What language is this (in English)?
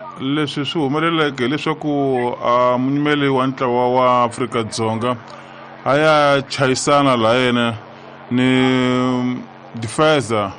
Tsonga